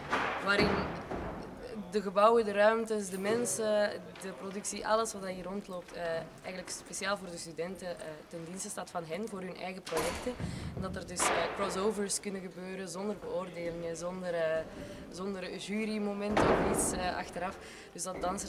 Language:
Dutch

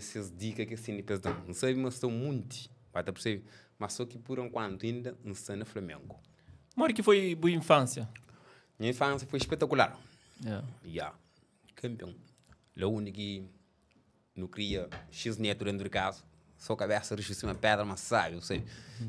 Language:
Kabuverdianu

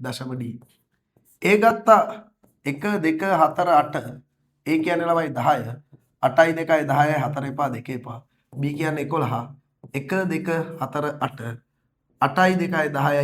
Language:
Sinhala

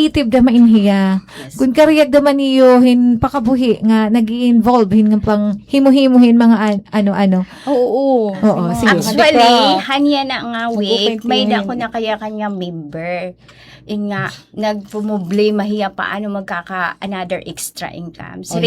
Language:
Waray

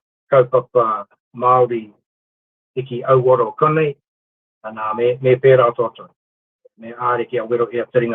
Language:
Māori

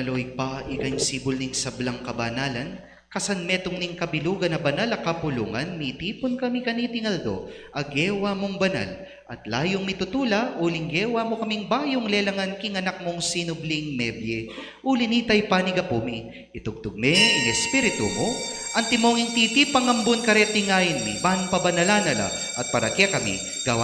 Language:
Pampanga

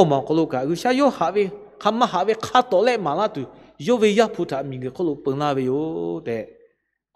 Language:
Lahu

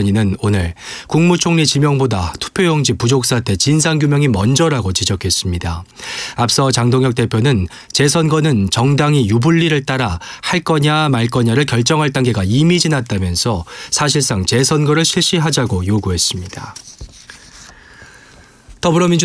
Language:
Korean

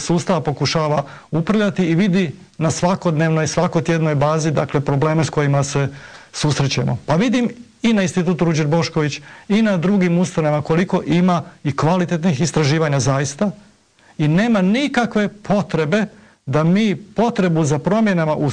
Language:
Croatian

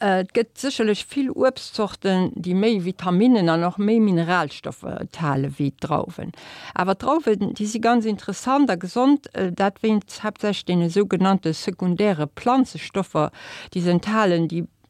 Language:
Luxembourgish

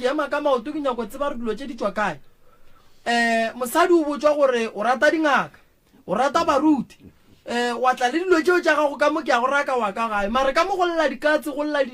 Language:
Northern Sotho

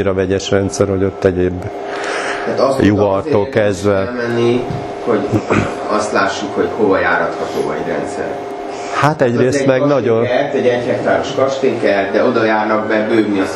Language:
Hungarian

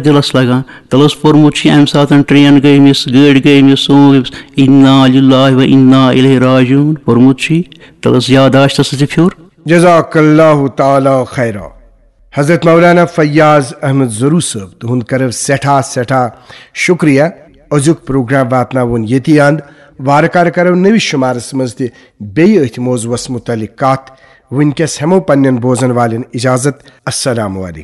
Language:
Kashmiri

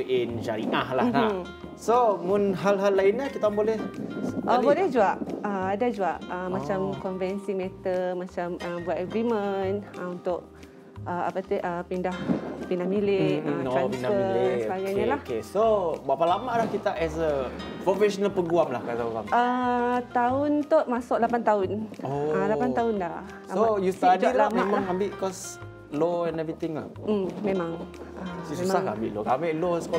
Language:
Malay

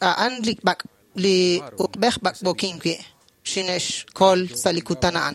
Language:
Kekchí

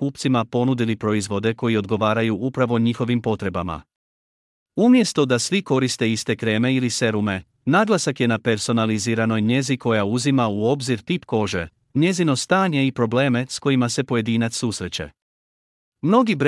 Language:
Croatian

